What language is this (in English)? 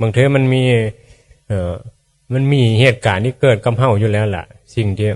Northeastern Thai